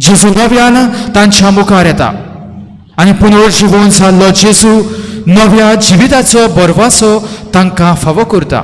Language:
Konkani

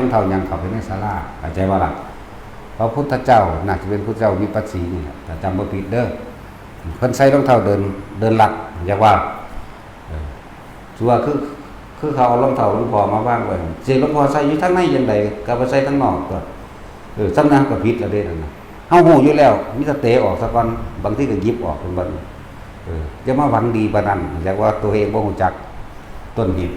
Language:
Northeastern Thai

